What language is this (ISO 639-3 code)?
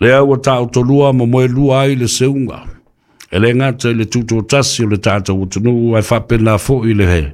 smo